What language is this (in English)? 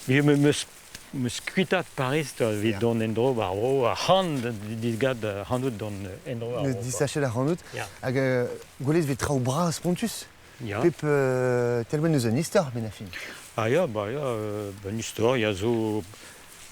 Breton